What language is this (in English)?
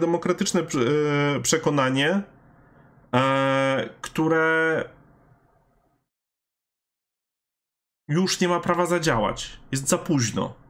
Polish